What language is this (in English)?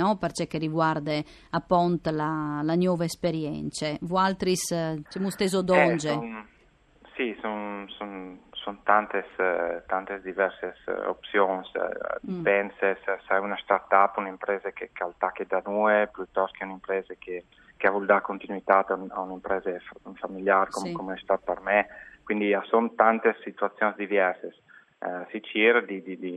Friulian